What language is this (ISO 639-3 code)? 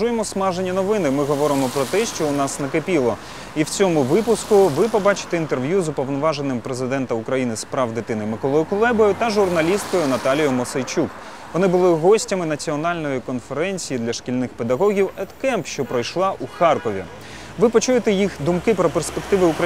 ukr